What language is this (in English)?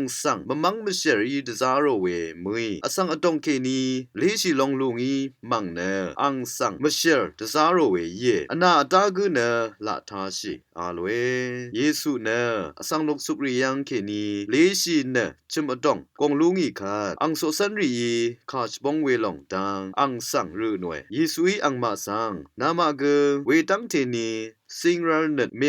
Rawang